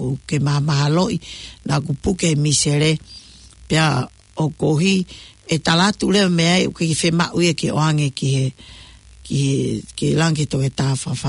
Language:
Tongan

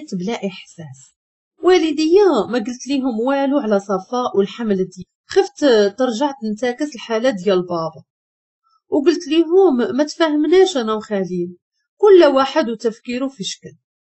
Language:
Moroccan Arabic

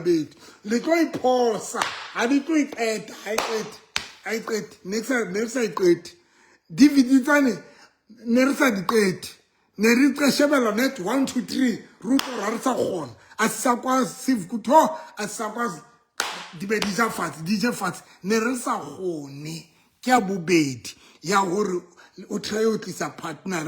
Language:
Southern Sotho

